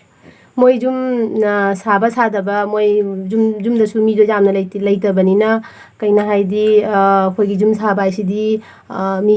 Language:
Manipuri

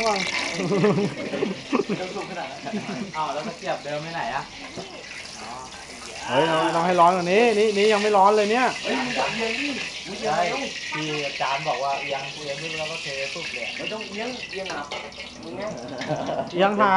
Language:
Thai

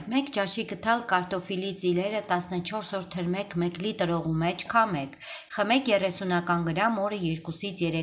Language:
Armenian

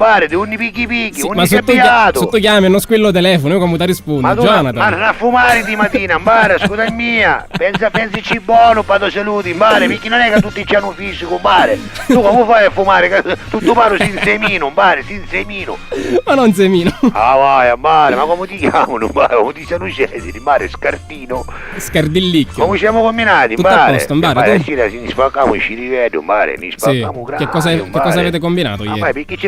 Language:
Sicilian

